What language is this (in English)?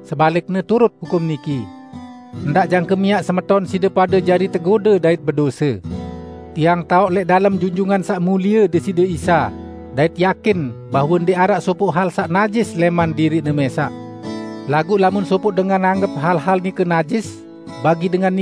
Sasak